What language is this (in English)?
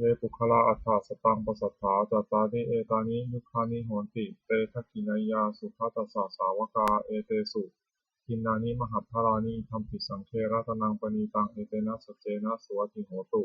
Pali